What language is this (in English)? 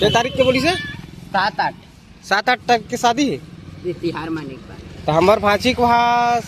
Chhattisgarhi